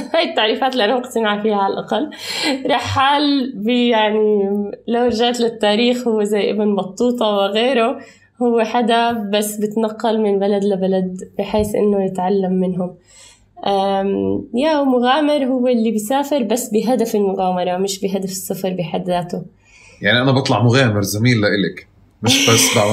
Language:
North Levantine Arabic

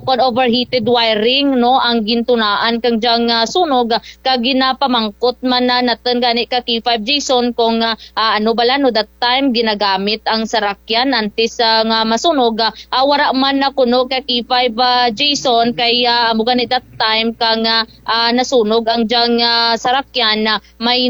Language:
Kinaray-a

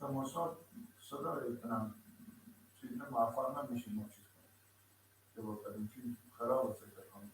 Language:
Persian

